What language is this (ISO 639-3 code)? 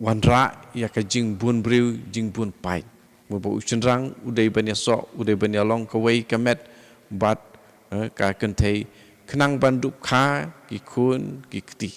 kha